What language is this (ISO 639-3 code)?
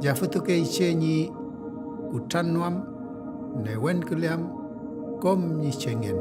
arn